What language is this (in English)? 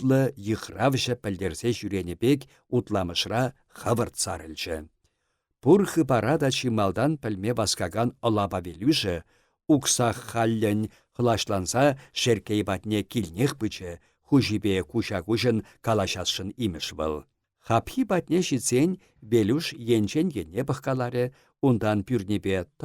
Chuvash